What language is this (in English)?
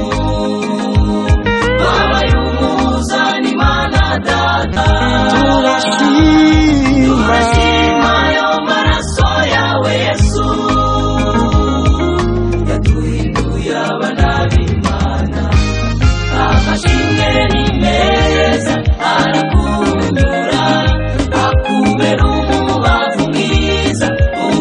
Kinyarwanda